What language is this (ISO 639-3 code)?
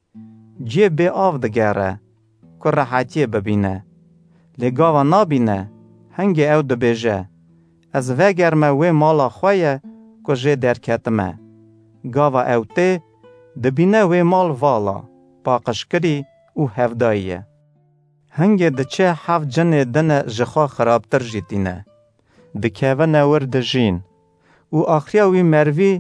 kur